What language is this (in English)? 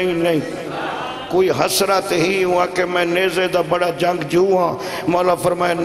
Saraiki